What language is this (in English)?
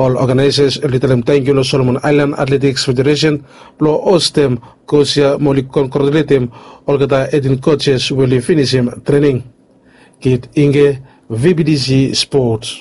Bislama